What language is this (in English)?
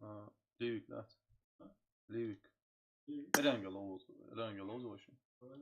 Chechen